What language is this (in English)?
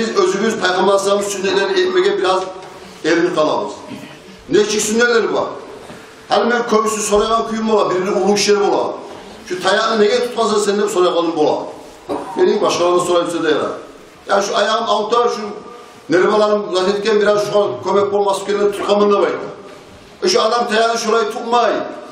Kumyk